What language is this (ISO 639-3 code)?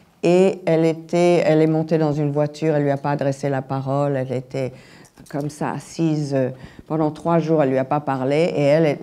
fra